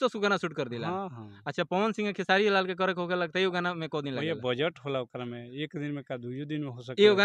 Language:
Bhojpuri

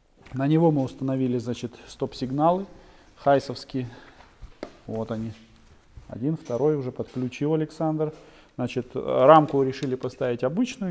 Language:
Russian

